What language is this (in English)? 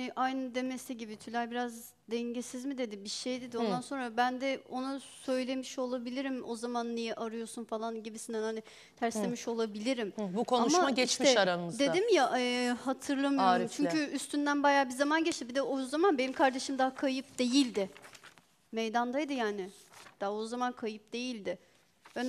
Turkish